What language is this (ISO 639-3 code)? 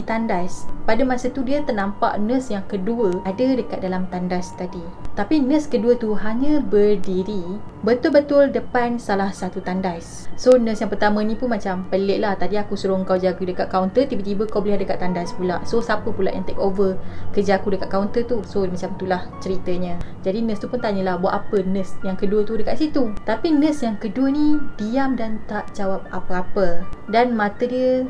msa